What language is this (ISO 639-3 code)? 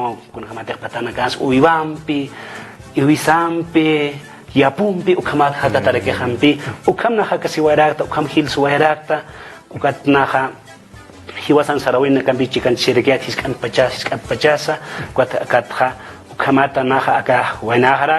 aym